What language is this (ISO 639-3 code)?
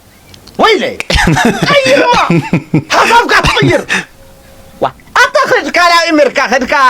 tir